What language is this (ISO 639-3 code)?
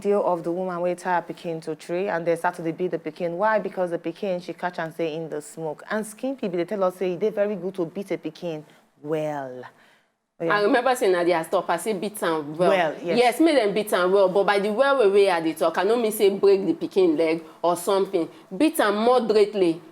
pcm